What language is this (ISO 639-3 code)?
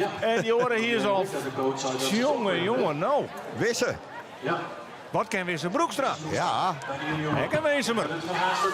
fry